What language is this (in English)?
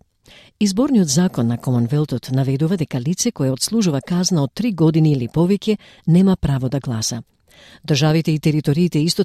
Macedonian